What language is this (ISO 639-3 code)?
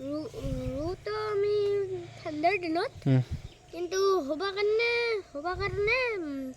asm